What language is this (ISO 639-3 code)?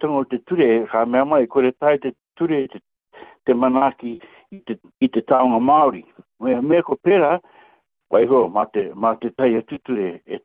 mri